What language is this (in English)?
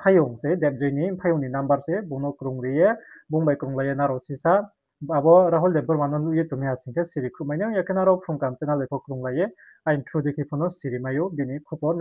Riang (India)